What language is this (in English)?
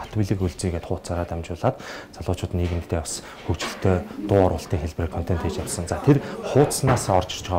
Mongolian